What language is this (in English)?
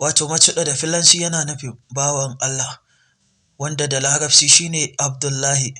Hausa